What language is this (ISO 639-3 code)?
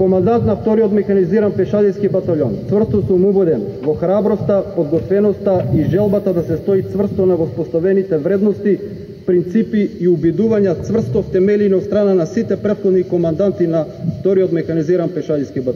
mkd